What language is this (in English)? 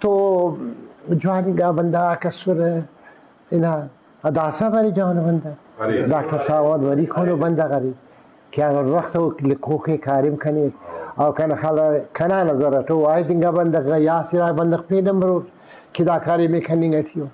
Brahui